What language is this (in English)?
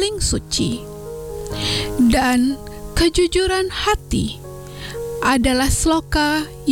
Indonesian